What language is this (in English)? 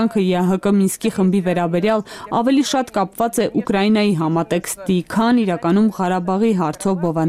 Armenian